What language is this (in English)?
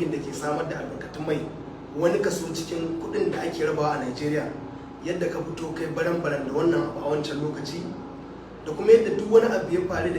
Hausa